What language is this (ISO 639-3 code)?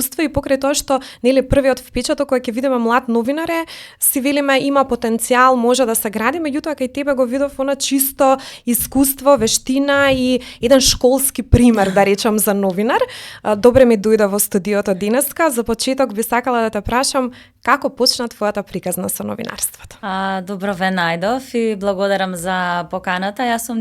mkd